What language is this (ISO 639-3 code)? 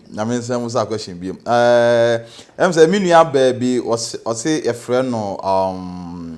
aka